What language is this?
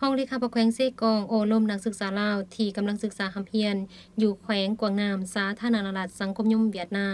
Lao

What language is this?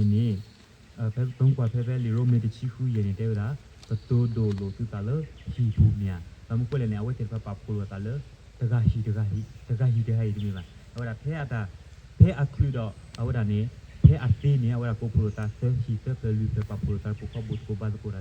S'gaw Karen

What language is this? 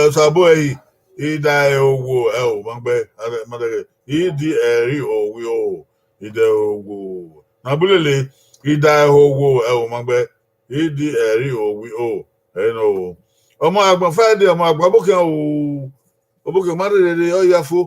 Bini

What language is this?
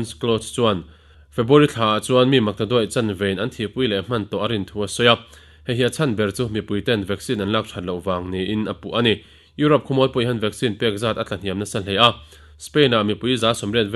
Mizo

